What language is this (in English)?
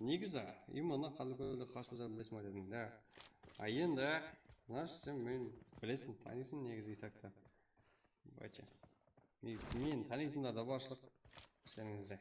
Kara-Kalpak